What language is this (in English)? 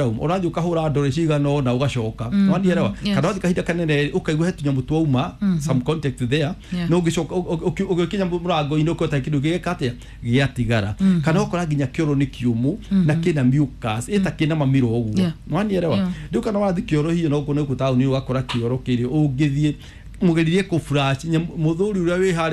Kikuyu